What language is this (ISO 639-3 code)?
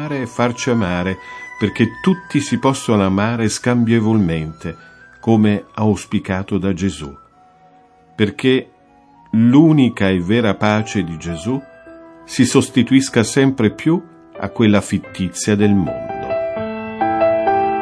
ita